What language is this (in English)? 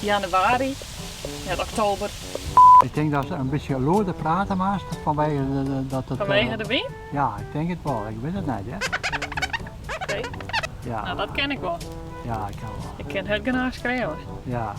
Western Frisian